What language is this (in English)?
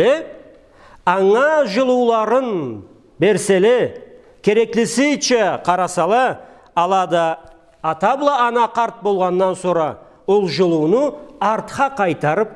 Karachay-Balkar